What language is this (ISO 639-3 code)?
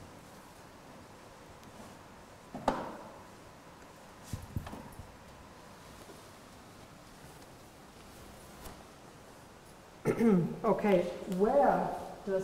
ron